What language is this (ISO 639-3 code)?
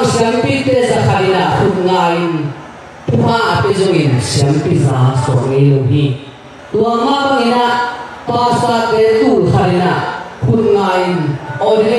ctd